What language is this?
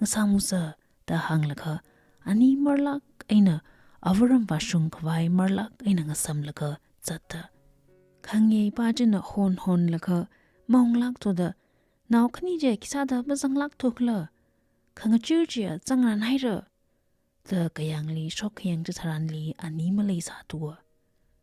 Tangkhul Naga (India)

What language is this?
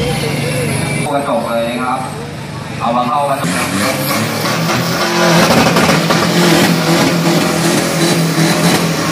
Thai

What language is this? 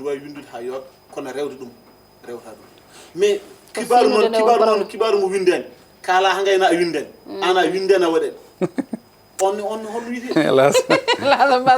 Fula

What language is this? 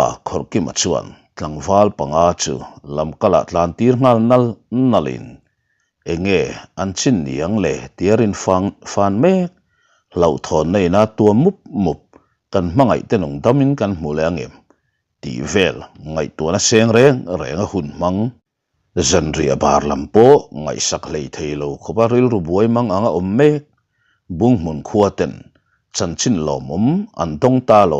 Mizo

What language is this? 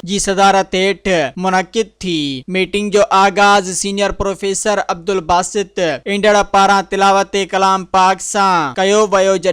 Sindhi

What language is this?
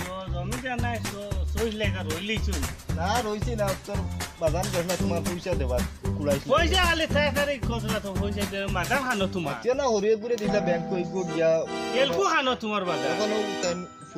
Sylheti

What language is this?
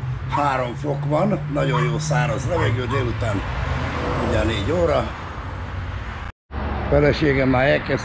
Hungarian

